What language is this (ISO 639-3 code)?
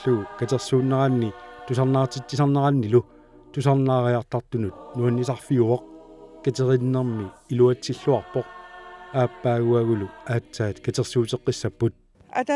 kal